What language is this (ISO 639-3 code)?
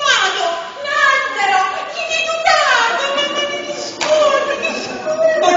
nap